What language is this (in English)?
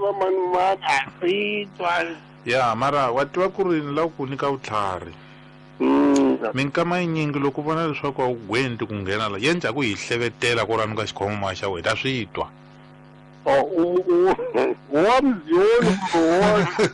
Tsonga